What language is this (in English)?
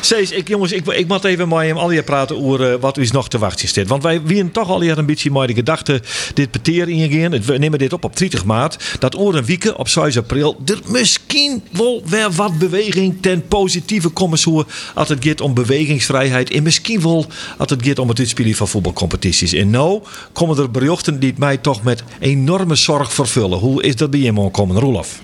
Western Frisian